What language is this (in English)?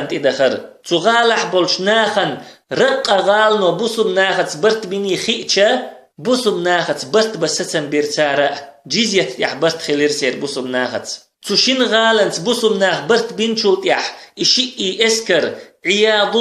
Chechen